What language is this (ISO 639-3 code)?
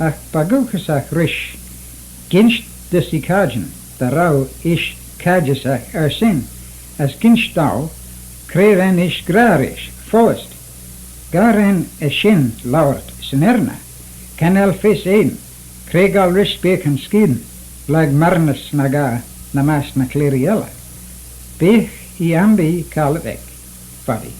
glv